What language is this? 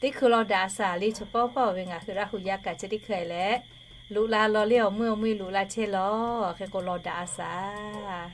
Lahu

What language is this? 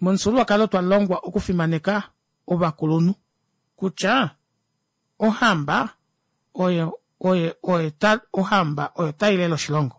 Kuanyama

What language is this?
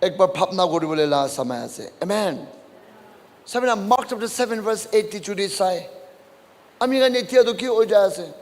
Naga Pidgin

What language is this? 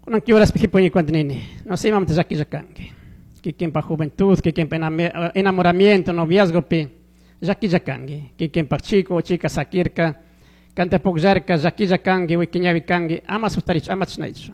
Chimborazo Highland Quichua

